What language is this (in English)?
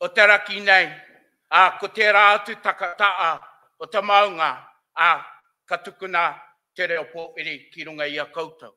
Māori